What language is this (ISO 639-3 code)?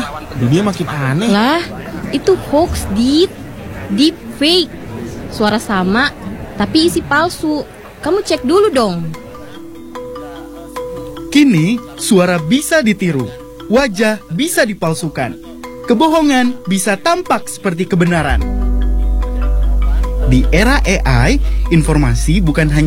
ind